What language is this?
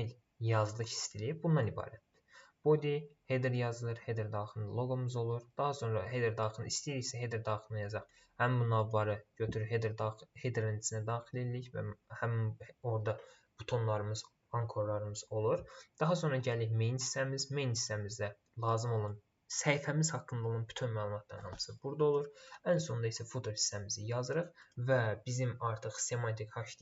Azerbaijani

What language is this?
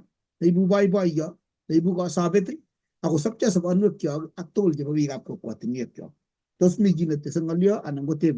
Kalenjin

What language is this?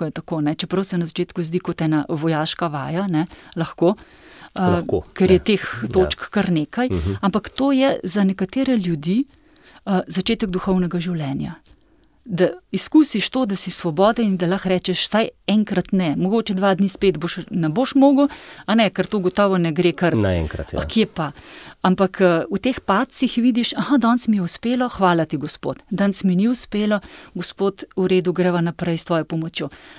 Slovenian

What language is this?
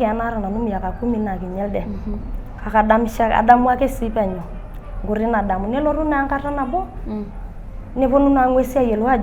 Masai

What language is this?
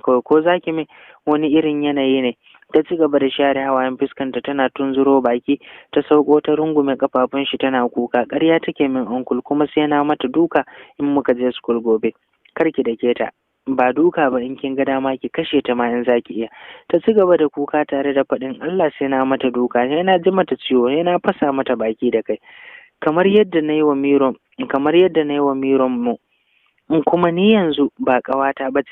Hausa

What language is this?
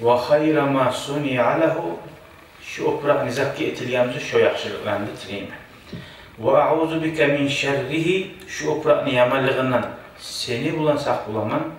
Kumyk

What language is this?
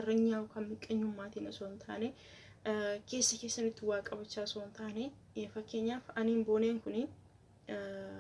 Oromo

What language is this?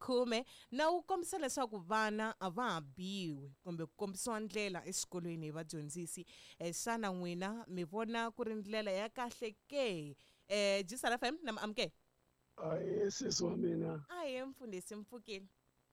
Tsonga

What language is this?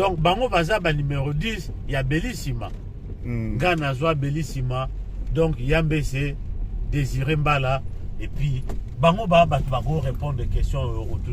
Lingala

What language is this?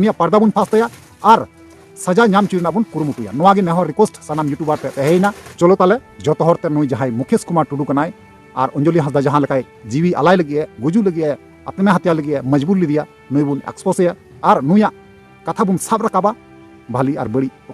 Santali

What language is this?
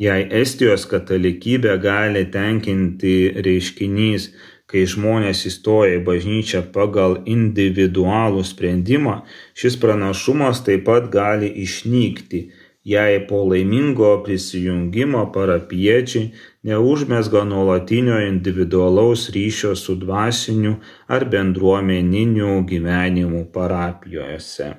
Lithuanian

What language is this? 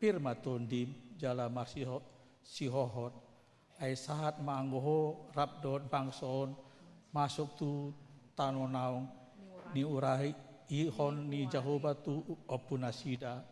Batak Toba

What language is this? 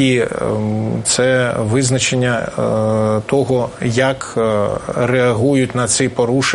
Ukrainian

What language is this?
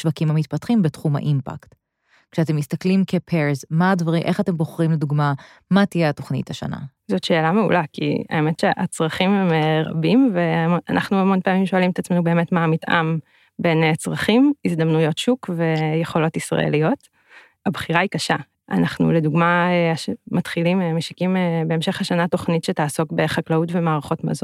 Hebrew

